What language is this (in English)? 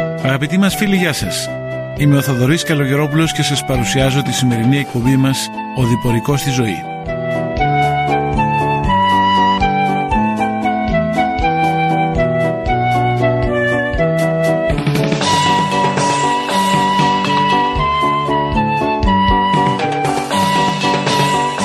Greek